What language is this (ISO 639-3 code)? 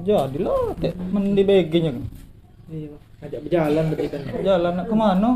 mui